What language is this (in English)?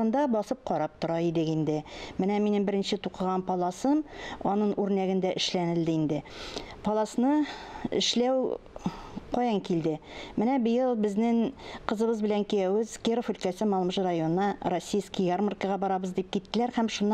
Tatar